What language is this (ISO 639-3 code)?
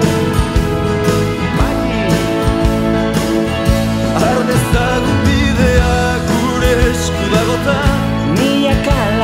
eus